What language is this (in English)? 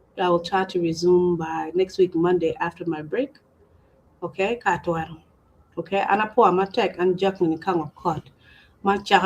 Acoli